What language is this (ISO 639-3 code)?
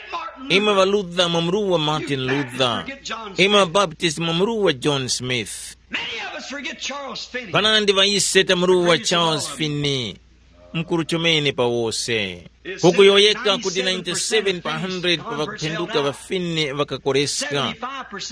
tum